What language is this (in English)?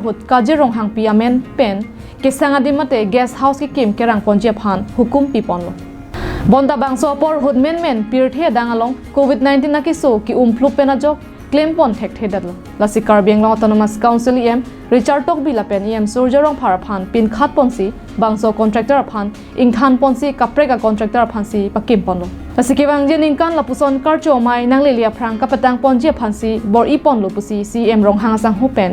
Karbi